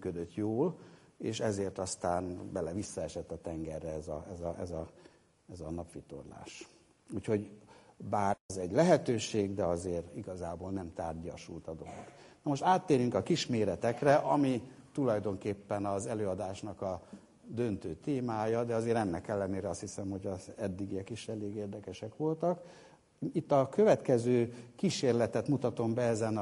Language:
Hungarian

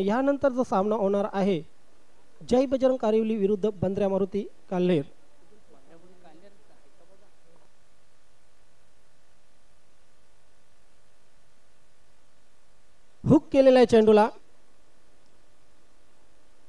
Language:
Marathi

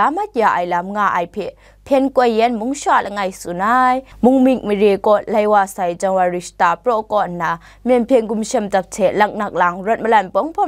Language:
Kachin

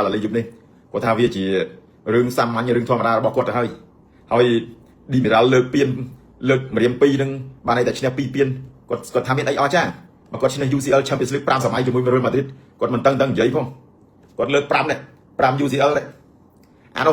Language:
Khmer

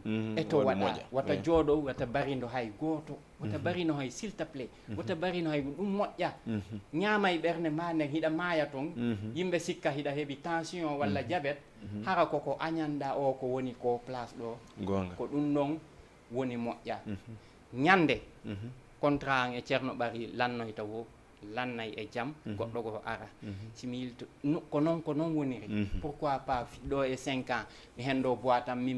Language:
Fula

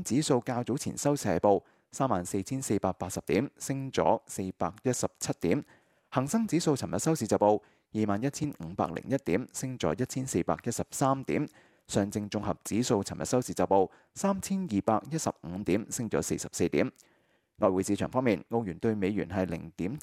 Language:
Cantonese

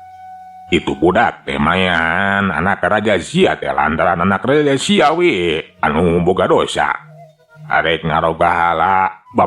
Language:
Sundanese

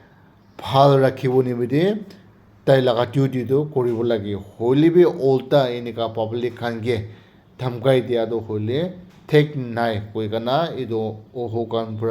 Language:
Naga Pidgin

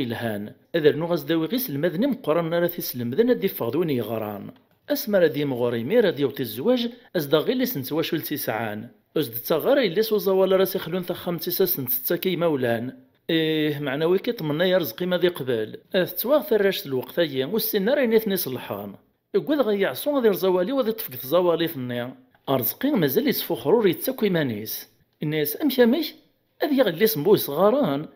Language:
Kabyle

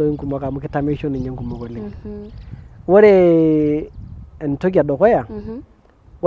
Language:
Masai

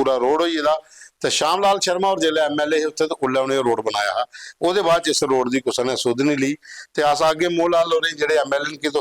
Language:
Dogri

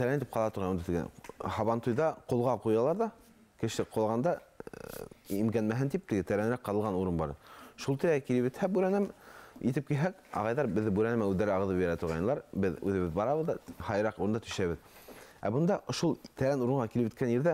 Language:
Bashkir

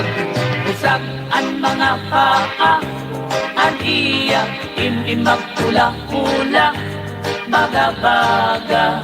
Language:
Waray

